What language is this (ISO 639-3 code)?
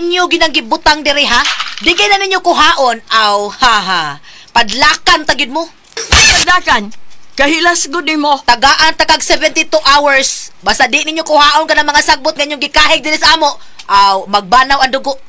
ceb